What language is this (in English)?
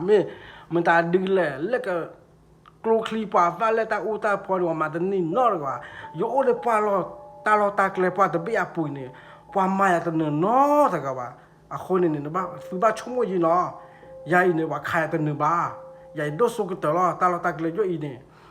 S'gaw Karen